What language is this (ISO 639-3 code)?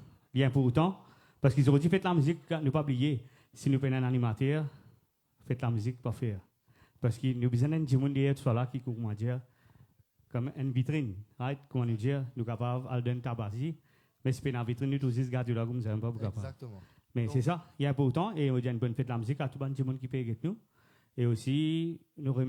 mfe